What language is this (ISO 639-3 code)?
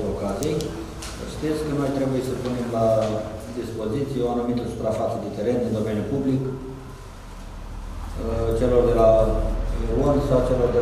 ron